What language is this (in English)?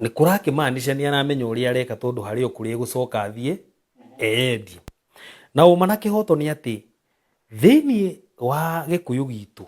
Kikuyu